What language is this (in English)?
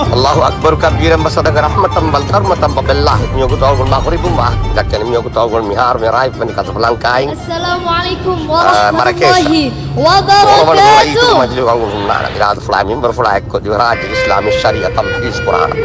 Divehi